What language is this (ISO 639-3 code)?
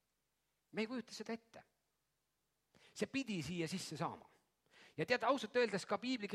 est